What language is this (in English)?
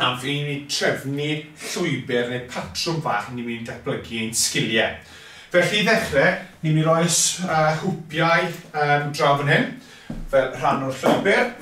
Welsh